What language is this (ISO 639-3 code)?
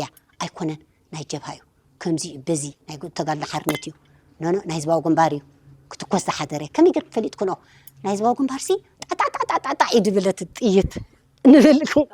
tir